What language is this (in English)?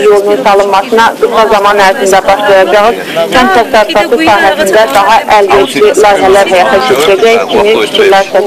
Azerbaijani